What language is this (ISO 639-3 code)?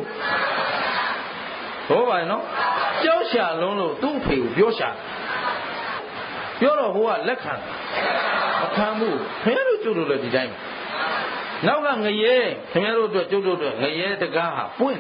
mya